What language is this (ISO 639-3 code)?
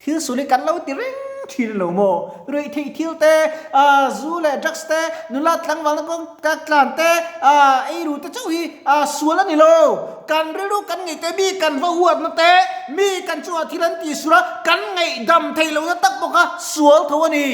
lus